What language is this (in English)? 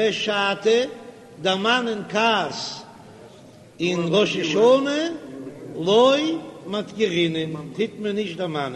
Yiddish